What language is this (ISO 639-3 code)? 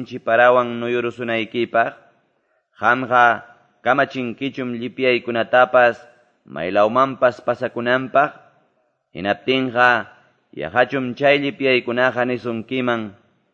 que